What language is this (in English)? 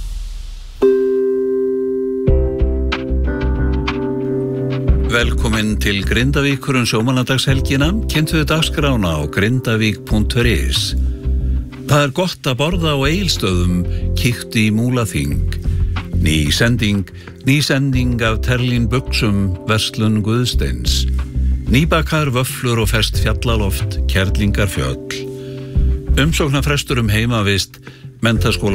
Icelandic